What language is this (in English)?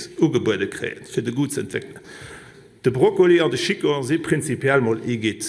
Luxembourgish